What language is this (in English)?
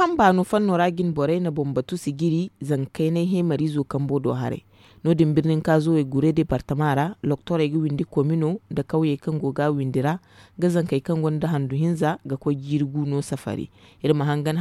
Zarma